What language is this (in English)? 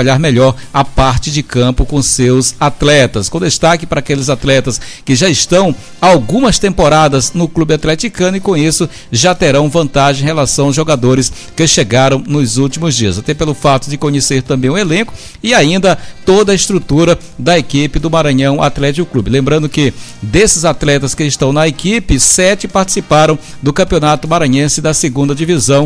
Portuguese